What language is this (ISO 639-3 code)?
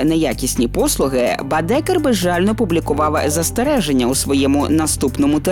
ukr